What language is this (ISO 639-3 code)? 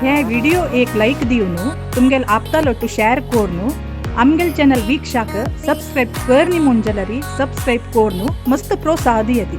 kok